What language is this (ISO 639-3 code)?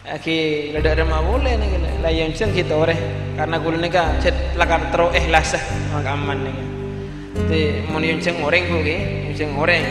mad